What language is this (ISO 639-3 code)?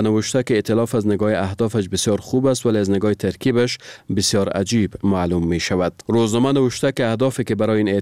fas